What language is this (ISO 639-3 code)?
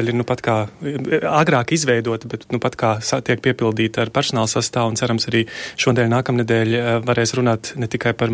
lav